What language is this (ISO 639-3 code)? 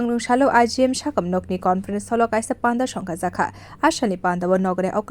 trp